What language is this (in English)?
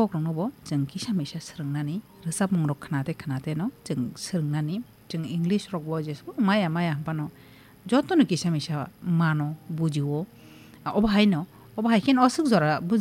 Kok Borok